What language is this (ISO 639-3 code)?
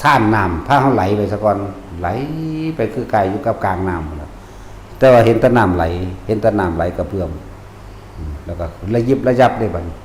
tts